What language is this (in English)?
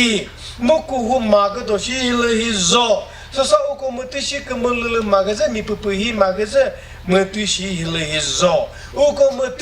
Chokri Naga